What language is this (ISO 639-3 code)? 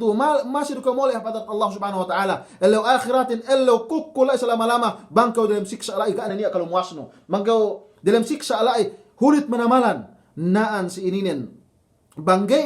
yka